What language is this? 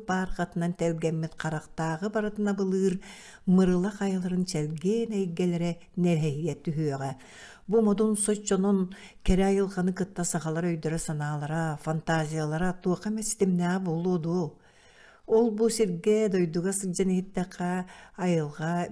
Yakut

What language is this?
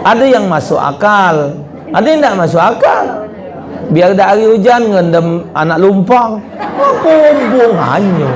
Musi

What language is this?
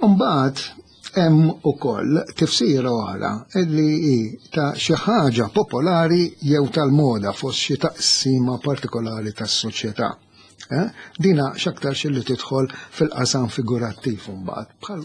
Maltese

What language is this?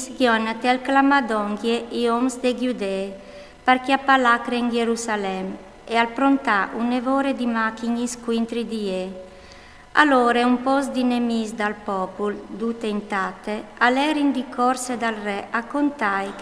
Friulian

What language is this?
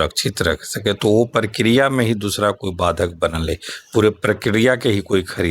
Magahi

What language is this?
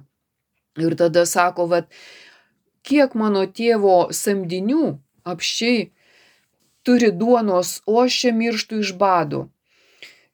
Lithuanian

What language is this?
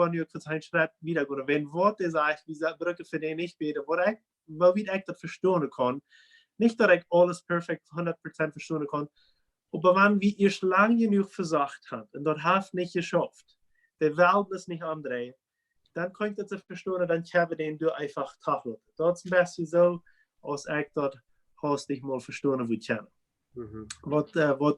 Plautdietsch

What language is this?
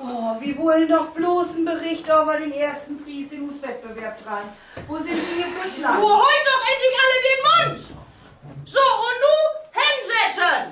Low German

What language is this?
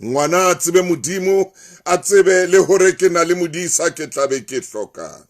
Southern Sotho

